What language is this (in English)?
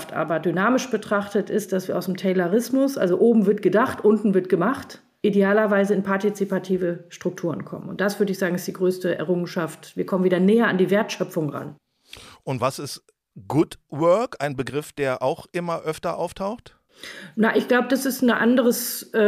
German